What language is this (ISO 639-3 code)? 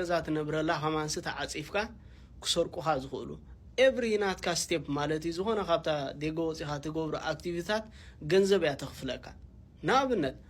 tir